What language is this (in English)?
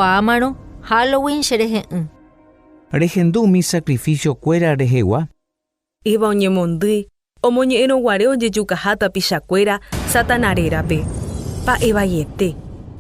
Guarani